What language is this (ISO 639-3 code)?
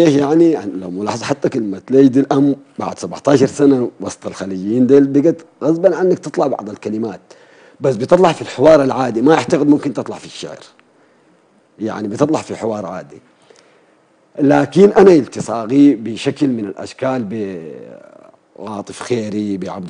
apd